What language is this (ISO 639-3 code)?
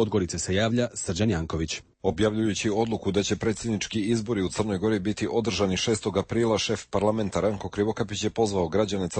srp